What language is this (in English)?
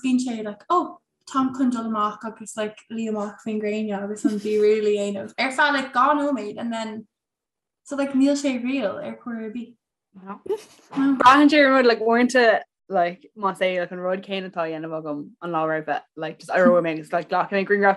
Irish